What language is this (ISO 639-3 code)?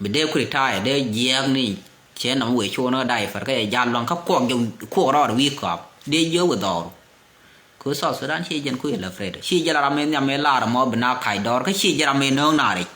nus